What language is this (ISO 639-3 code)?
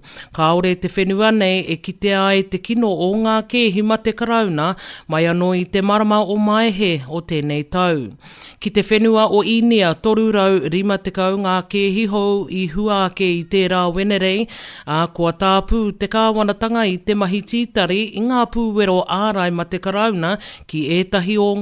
mri